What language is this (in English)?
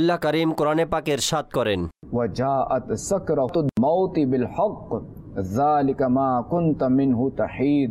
Bangla